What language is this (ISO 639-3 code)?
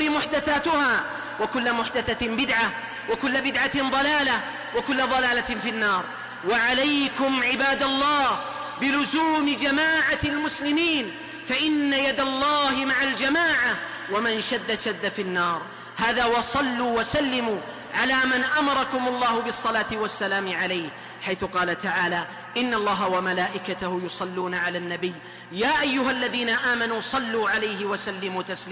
ara